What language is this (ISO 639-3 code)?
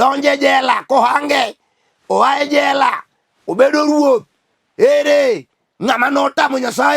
luo